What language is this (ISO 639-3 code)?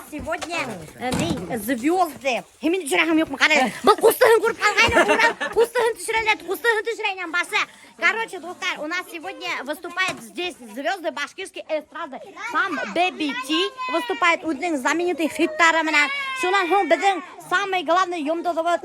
bak